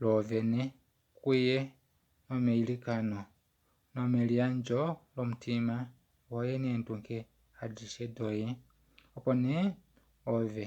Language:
Kuanyama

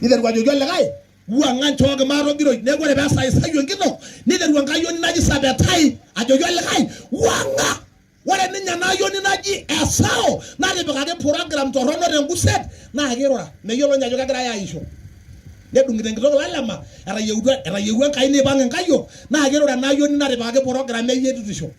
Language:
Masai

